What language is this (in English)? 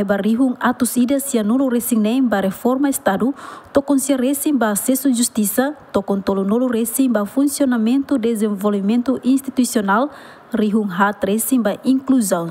Tetum